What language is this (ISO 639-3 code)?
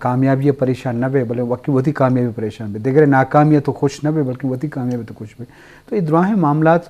bgp